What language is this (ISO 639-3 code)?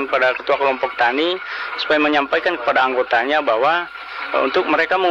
ind